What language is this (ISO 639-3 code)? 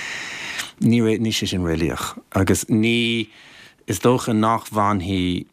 gle